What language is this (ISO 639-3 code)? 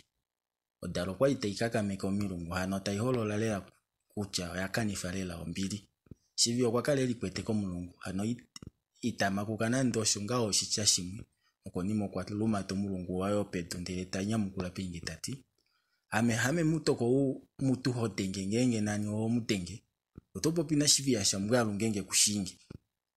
kua